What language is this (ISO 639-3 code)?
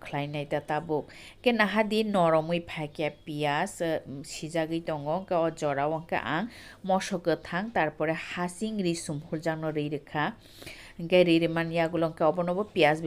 trp